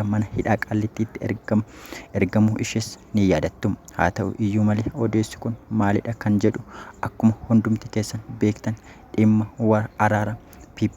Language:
Oromo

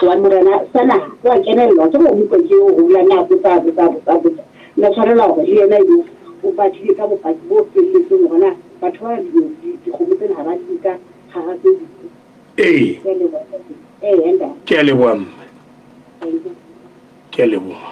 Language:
Southern Sotho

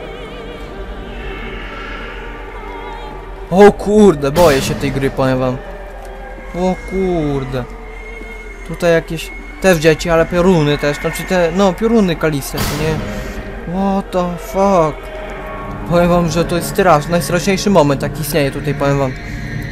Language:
Polish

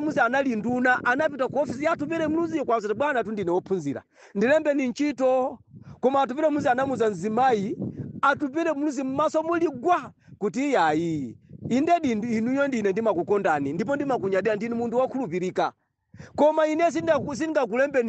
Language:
Nyanja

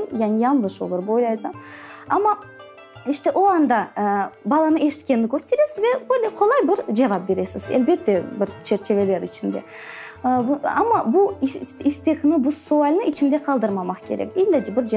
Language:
Crimean Tatar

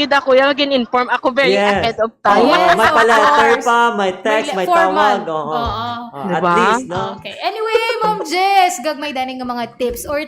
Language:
Hiligaynon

